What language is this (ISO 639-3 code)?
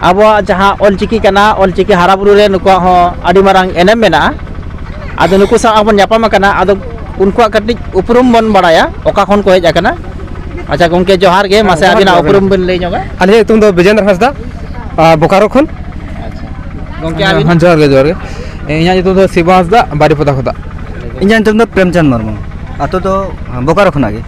sat